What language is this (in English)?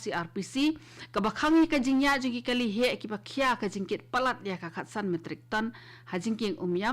Khasi